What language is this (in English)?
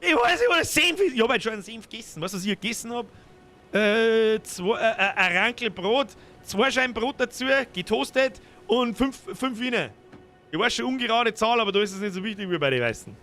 Bavarian